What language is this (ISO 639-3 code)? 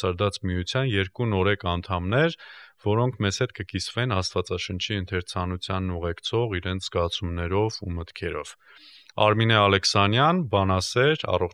hye